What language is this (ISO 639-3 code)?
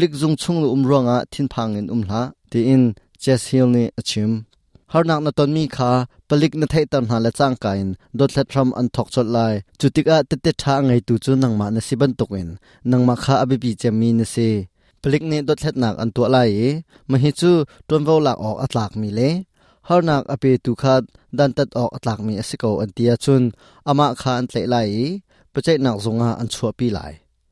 cnh